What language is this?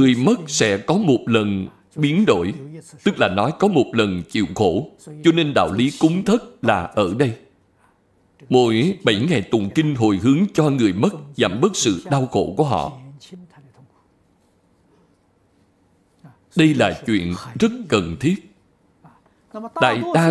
Vietnamese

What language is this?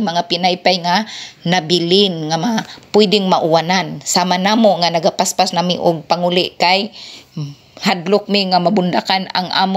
Cebuano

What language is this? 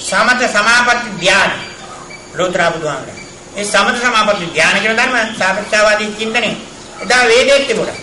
Sinhala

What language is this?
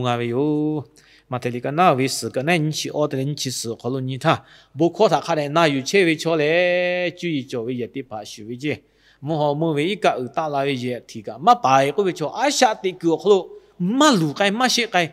Lahu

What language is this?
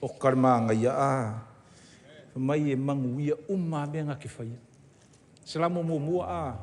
Samoan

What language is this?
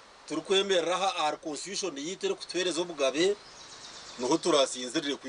Nyankole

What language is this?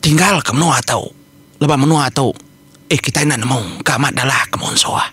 Iban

